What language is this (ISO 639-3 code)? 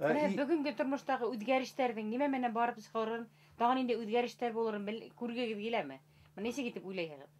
bak